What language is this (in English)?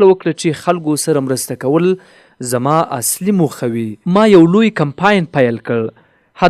Pashto